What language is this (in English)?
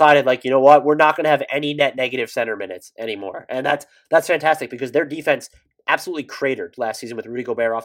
English